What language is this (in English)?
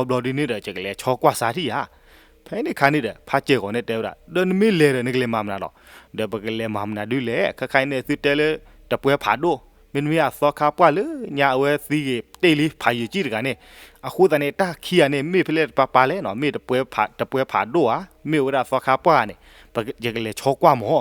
S'gaw Karen